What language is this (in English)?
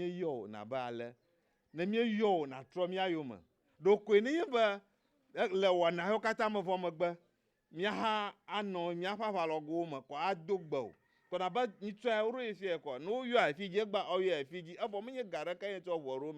Ewe